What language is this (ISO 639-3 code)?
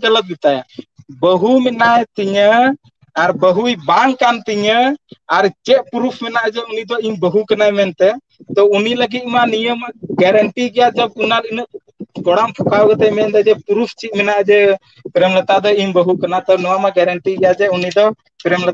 sat